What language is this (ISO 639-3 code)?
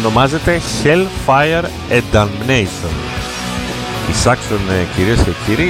ell